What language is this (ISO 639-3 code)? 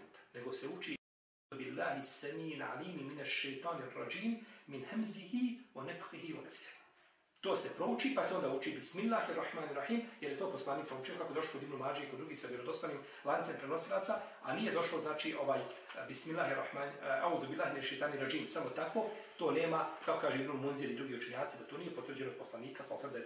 bos